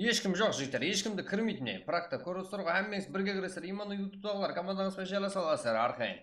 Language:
Kara-Kalpak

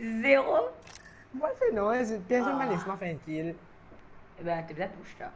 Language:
Morisyen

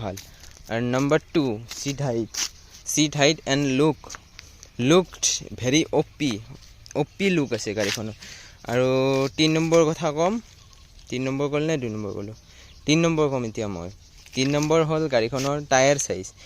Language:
Assamese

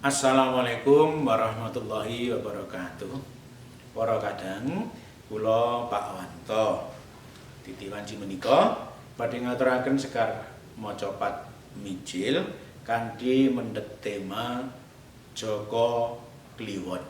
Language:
Javanese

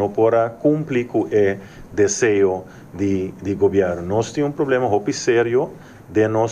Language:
Papiamento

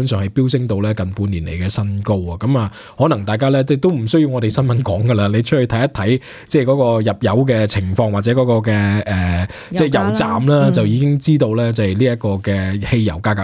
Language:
Cantonese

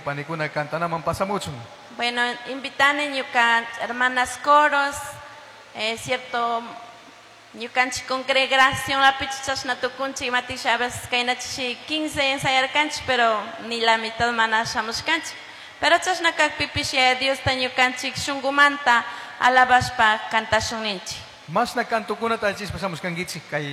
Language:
Chimborazo Highland Quichua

